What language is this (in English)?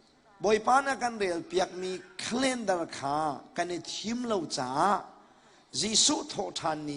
Hakha Chin